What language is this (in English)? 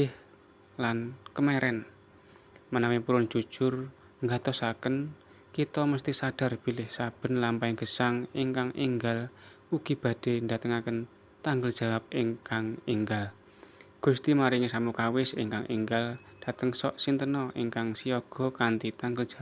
Javanese